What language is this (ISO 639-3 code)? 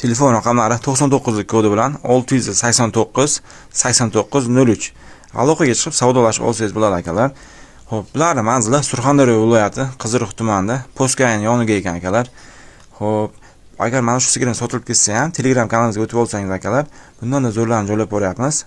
uzb